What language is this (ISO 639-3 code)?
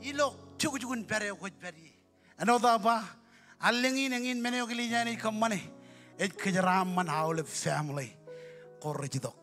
mah